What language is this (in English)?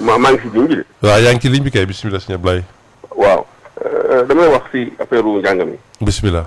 Wolof